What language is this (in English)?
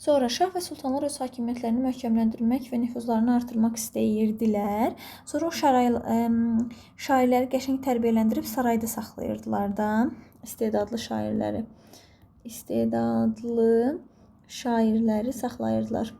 Azerbaijani